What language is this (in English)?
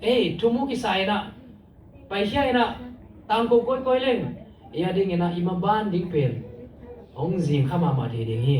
Tedim Chin